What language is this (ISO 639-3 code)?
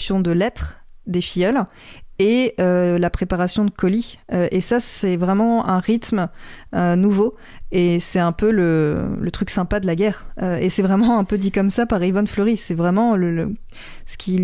fra